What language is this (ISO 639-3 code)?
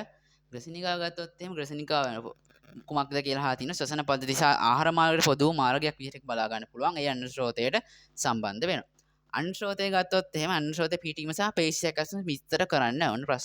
sin